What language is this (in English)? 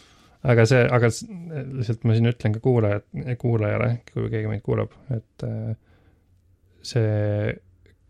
Estonian